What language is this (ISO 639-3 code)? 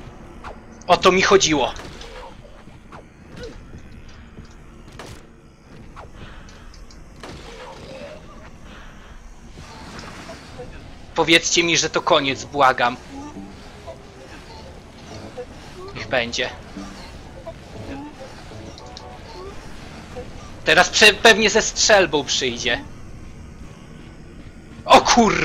pol